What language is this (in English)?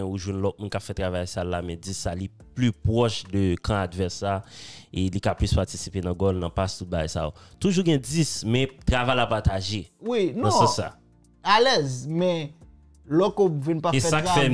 Haitian Creole